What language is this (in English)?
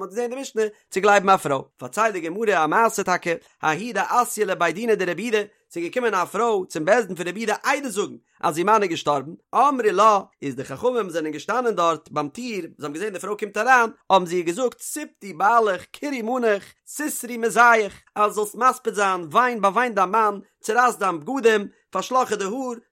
Yiddish